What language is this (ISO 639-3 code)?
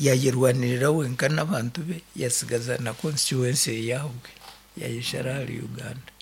nyn